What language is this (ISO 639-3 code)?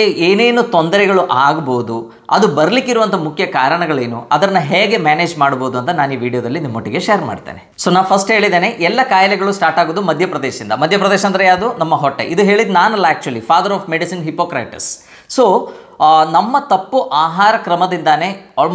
kan